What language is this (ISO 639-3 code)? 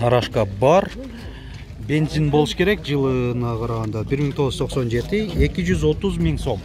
kir